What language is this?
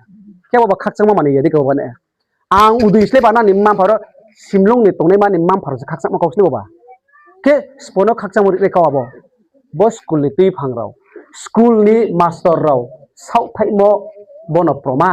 Riang (India)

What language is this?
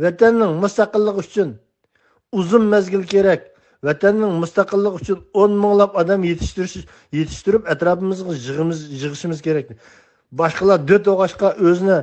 Uyghur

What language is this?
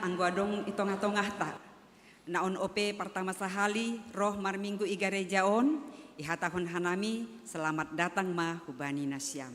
Batak Simalungun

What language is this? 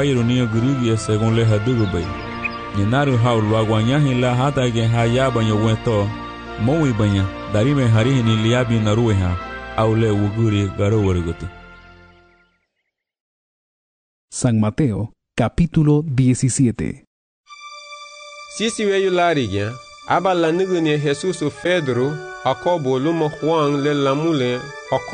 Garifuna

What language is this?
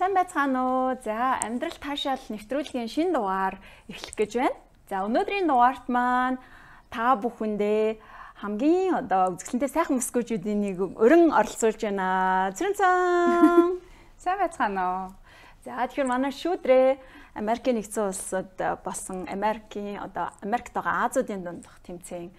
Mongolian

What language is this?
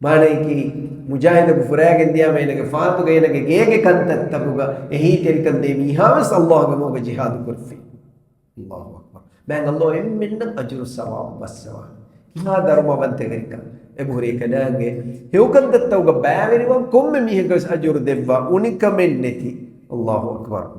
Divehi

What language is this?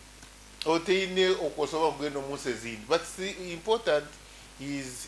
Nyoro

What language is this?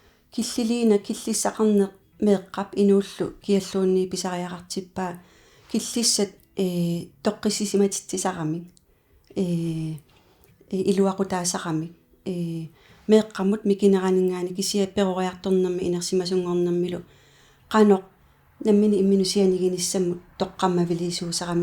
Kalaallisut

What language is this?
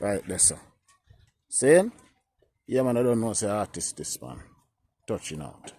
Jamaican Creole English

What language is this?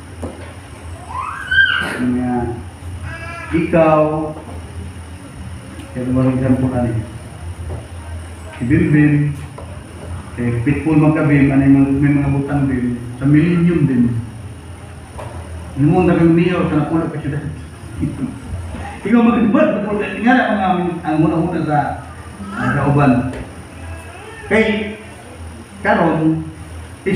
Cebuano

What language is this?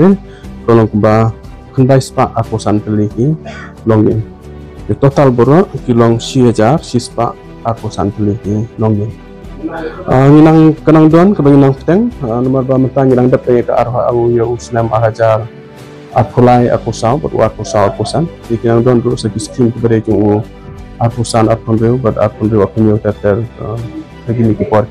Khasi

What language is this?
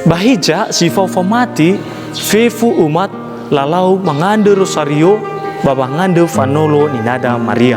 Nias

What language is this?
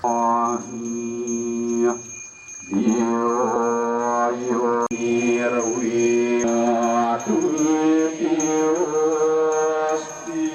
Balinese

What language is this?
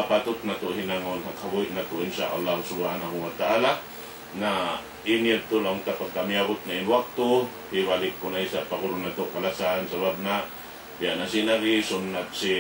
Tausug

